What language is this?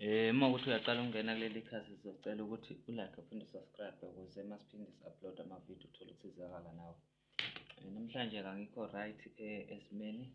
Zulu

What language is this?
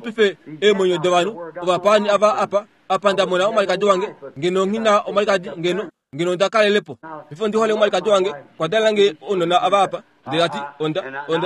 Kuanyama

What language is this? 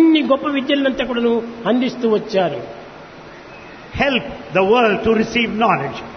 Telugu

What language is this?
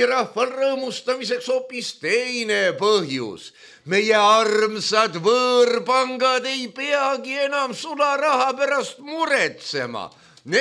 Estonian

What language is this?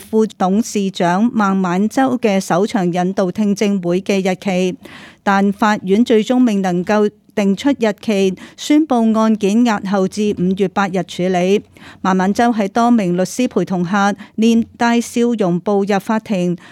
Cantonese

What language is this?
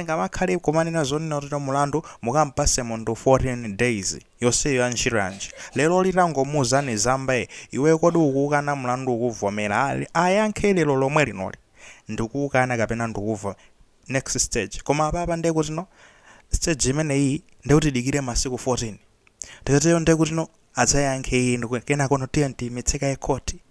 Nyanja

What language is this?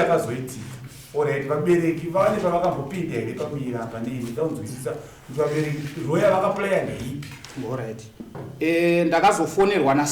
Shona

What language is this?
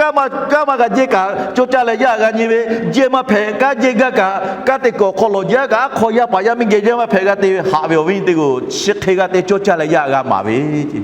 Lahu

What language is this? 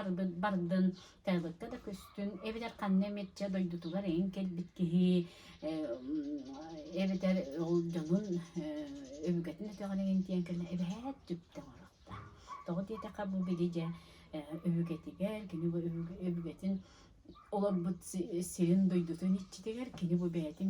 Yakut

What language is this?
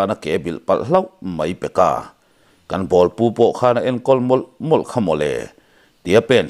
Mizo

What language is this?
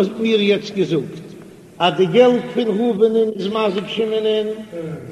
Yiddish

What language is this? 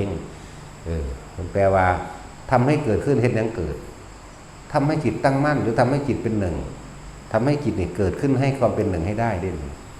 Northeastern Thai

